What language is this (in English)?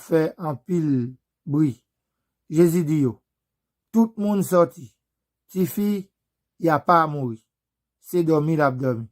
Haitian Creole